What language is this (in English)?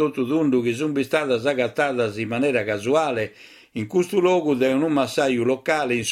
Sardinian